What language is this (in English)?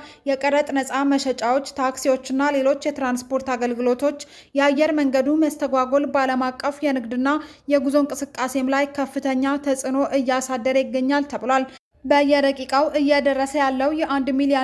Amharic